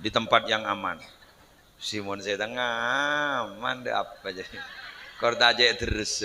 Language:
Madurese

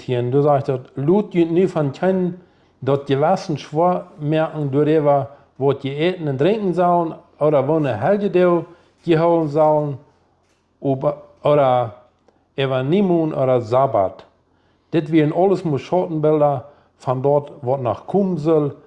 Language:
Plautdietsch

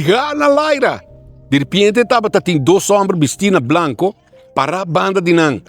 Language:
Papiamento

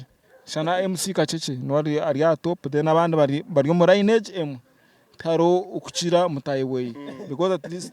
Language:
Nyankole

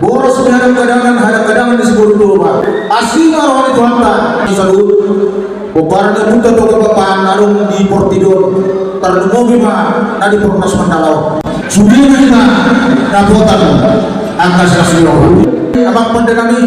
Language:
Batak Toba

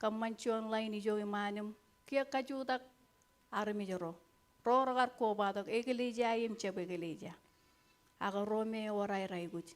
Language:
Marshallese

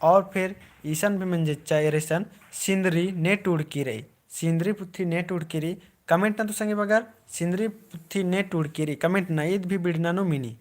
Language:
Kurukh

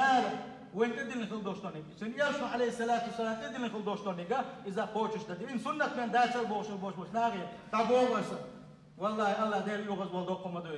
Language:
Chechen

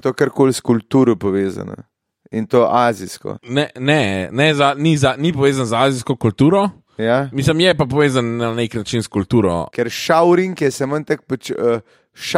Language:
Slovenian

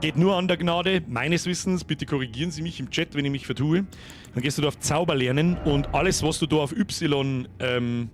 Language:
Bavarian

